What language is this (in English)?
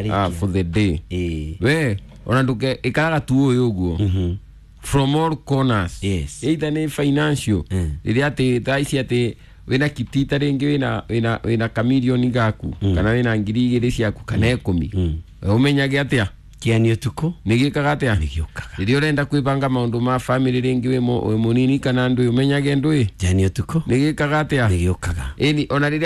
Kikuyu